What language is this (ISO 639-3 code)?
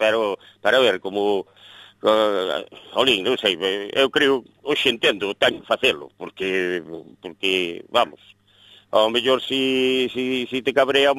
glg